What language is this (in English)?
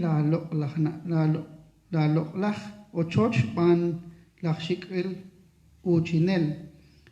Kekchí